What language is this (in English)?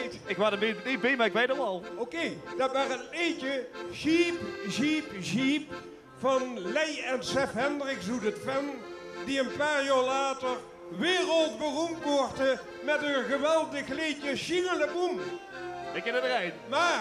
Limburgish